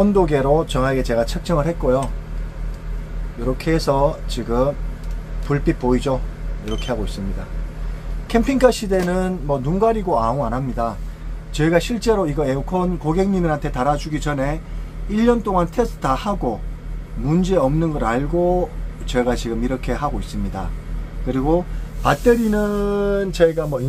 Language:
Korean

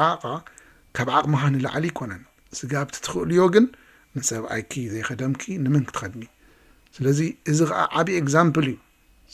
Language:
Tigrinya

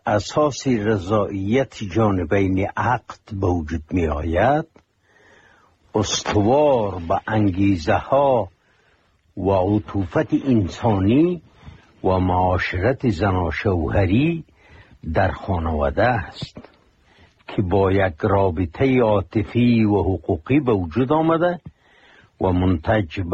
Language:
Persian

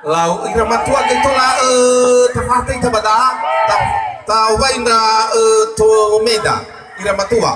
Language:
Nias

